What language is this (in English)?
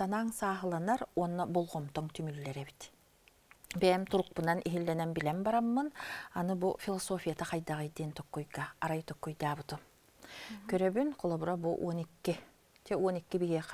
Yakut